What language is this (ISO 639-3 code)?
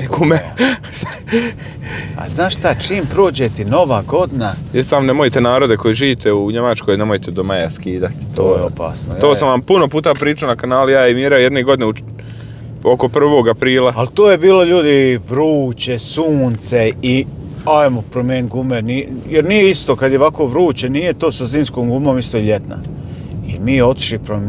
hrv